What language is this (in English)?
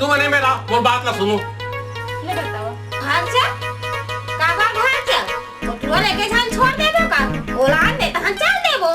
Chhattisgarhi